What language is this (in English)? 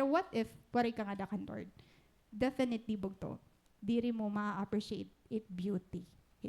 Waray